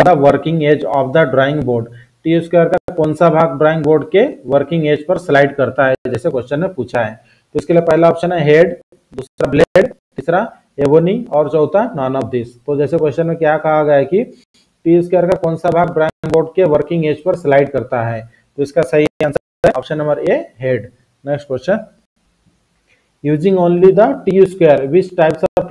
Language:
Hindi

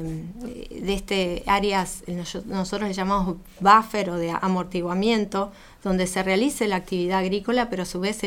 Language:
Spanish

